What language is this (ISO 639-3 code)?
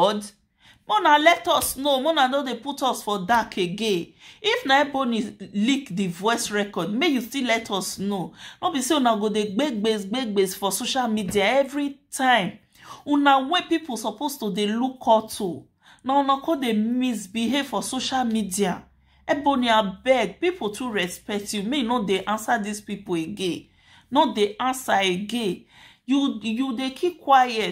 pcm